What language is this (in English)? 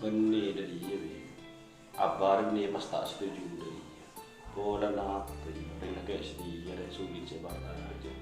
Madurese